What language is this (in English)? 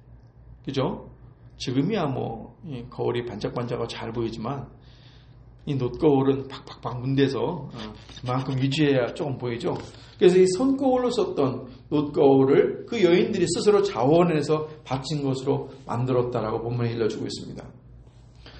Korean